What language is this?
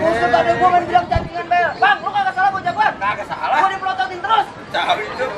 Betawi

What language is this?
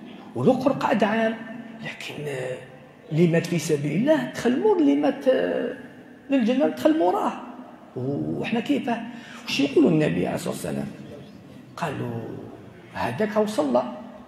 Algerian Arabic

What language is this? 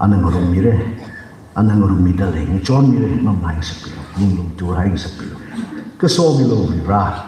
Tangkhul Naga (India)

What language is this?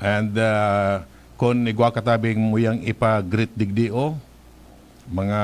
Bikol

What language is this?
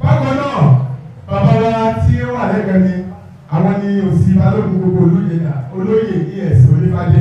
Yoruba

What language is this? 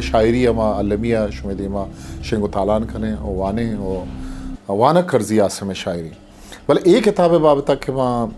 Eastern Balochi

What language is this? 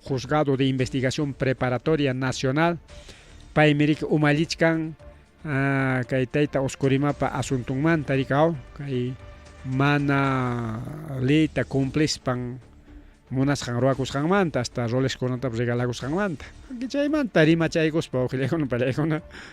Ayacucho Quechua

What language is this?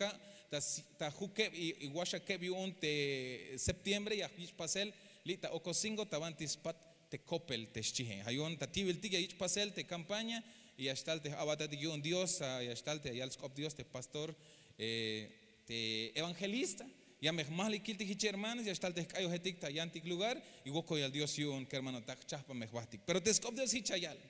Tzeltal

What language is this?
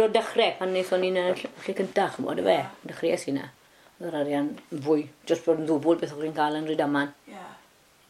Welsh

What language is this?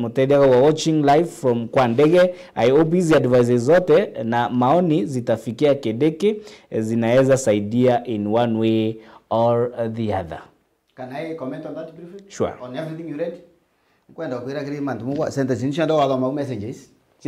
Meru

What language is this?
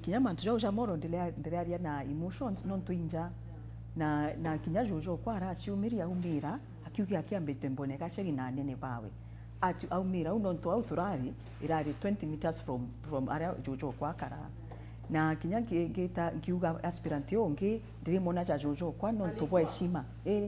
Meru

